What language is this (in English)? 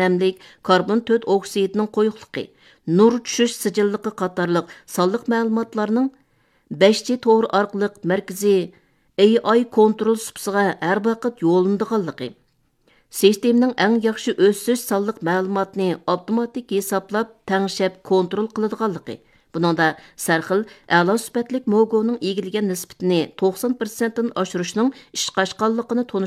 Uyghur